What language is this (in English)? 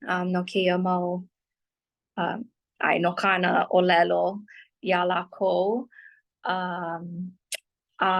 Hawaiian